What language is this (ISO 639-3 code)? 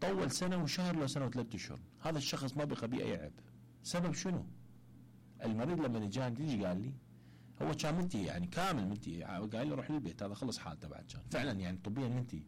acm